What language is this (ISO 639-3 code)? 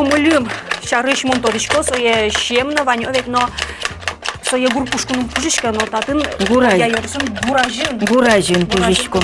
udm